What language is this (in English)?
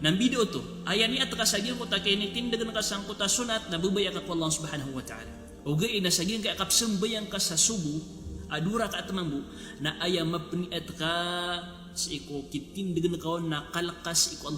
Maranao